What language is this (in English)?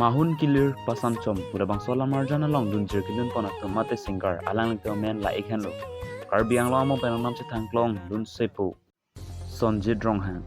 Karbi